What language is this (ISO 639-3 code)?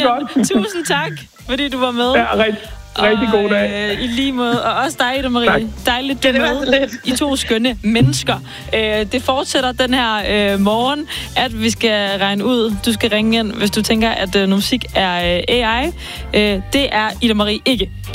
dan